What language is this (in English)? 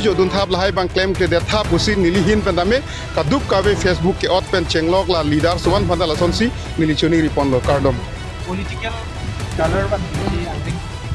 Karbi